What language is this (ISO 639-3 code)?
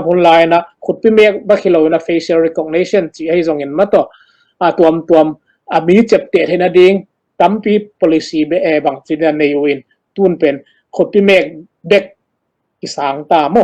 ctd